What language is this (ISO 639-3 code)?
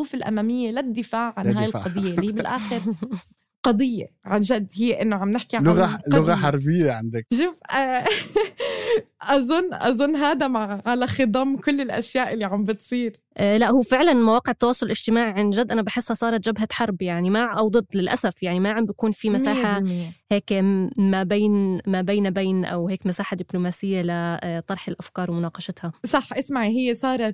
apc